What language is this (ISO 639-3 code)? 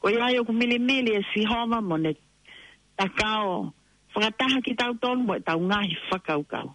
ton